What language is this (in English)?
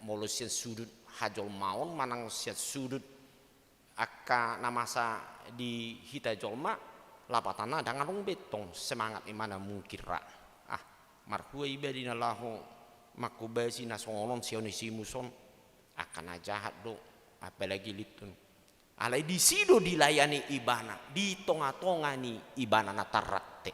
Batak Toba